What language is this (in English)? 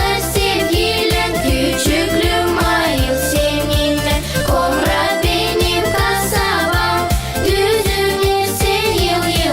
Gagauz